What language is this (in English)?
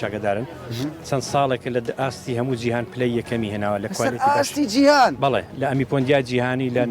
Central Kurdish